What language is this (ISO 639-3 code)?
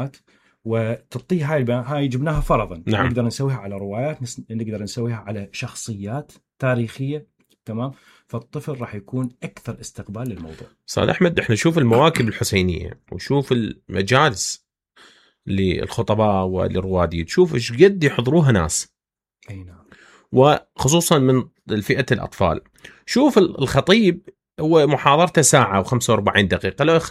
acm